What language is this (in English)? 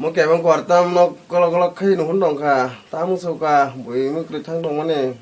Kok Borok